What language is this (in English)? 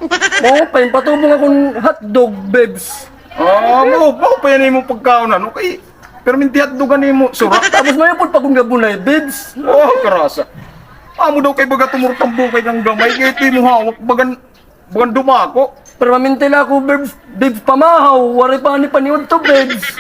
Waray